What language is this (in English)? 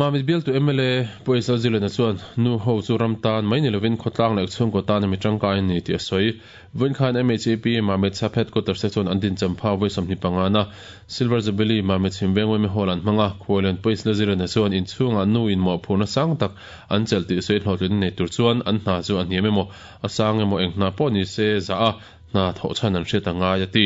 Mizo